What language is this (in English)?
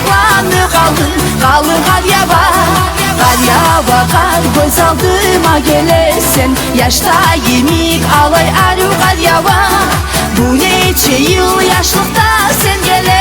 Kumyk